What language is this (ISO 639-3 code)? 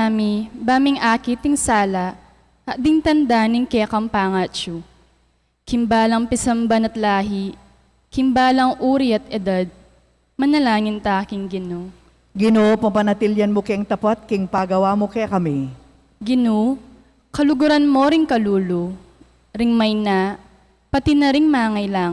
pam